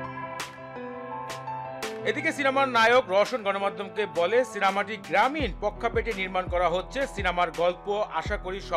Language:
Bangla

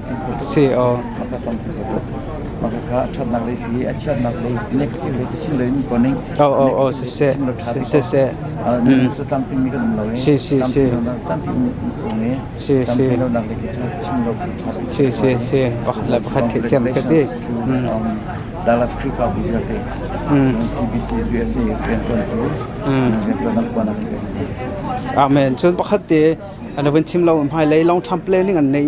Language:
Hakha Chin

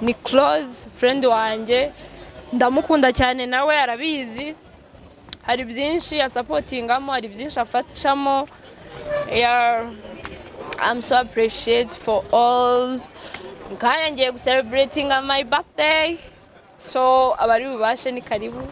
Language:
Kinyarwanda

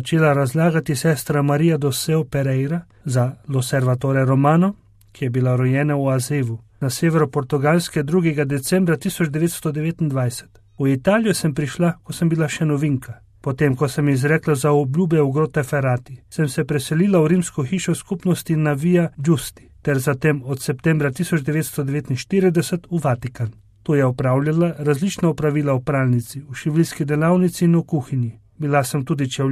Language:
Slovenian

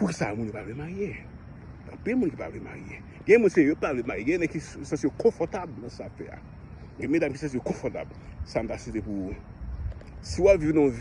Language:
Haitian Creole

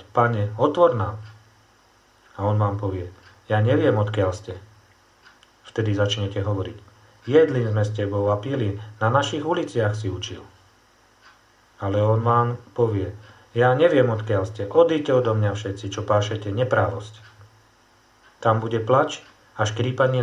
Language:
Slovak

